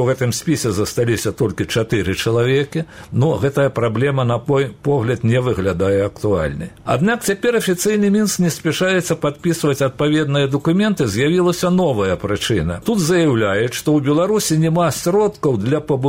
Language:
Belarusian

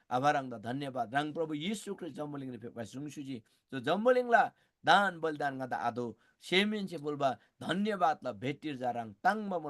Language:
Eastern Tamang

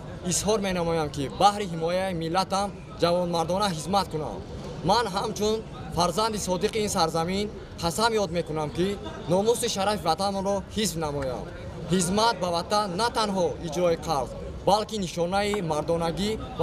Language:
Tajik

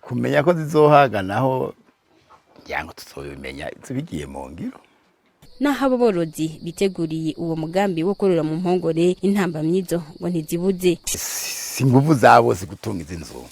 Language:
Rundi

